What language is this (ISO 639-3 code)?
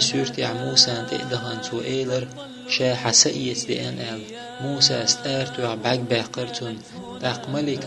che